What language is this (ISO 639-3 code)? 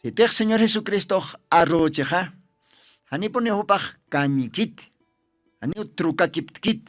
aym